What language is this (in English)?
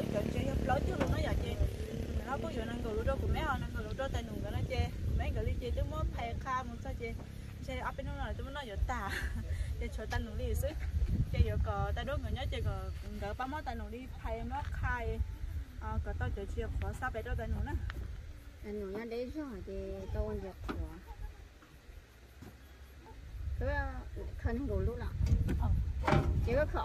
Vietnamese